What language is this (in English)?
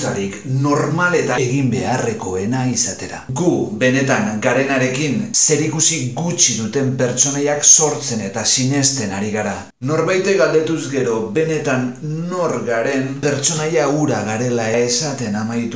Basque